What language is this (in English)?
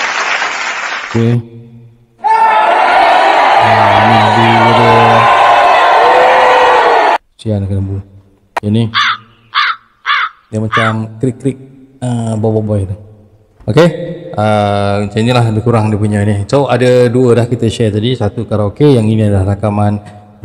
Malay